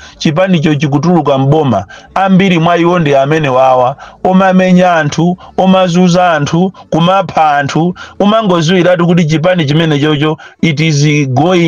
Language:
Nyanja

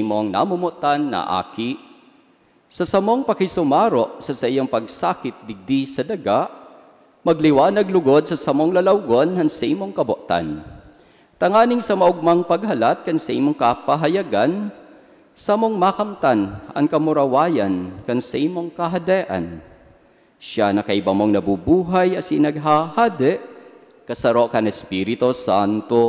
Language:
Bikol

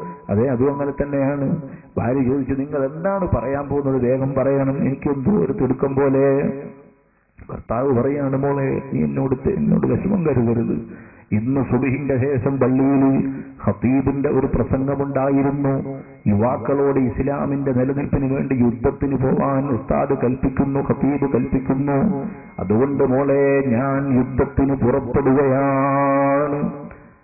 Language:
Malayalam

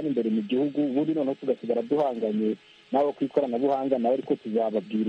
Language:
Kinyarwanda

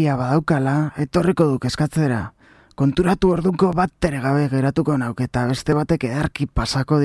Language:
Basque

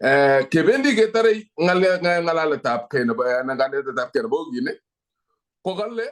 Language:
Kalenjin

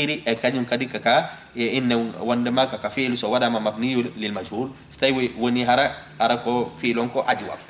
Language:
Fula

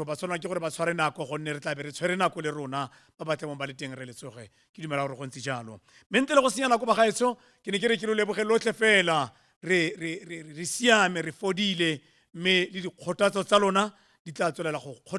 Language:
Tswana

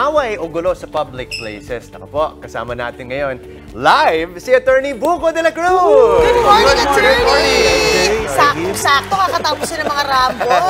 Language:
Filipino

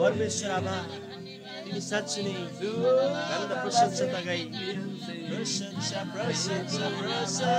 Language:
Eastern Tamang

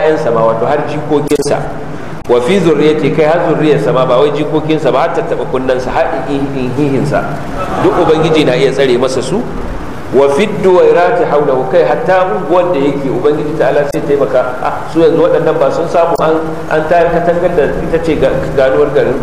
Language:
Hausa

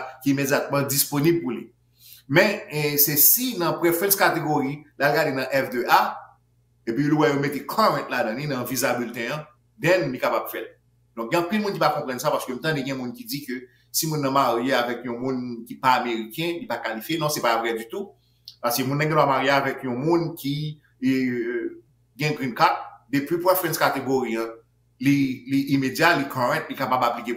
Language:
Haitian Creole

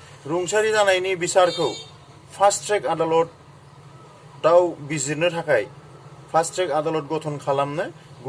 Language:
Bodo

